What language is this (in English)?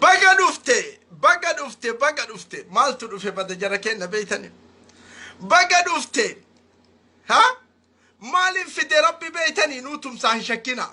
Oromo